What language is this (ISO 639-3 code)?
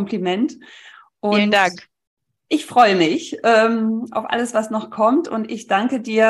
deu